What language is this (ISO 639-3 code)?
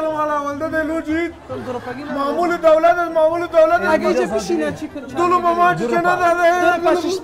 fas